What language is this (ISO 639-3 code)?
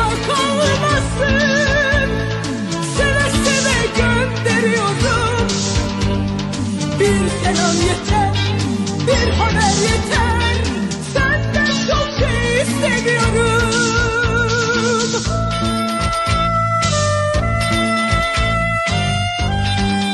tur